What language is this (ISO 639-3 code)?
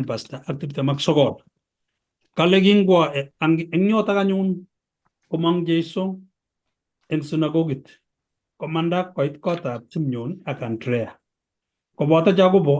kln